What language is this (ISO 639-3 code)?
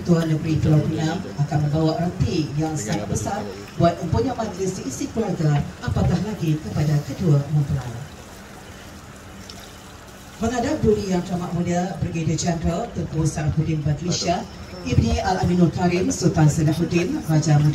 msa